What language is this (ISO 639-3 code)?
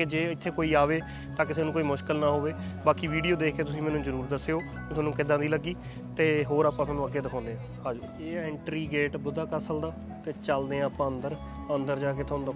pan